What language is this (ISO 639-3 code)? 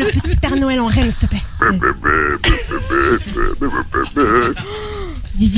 fra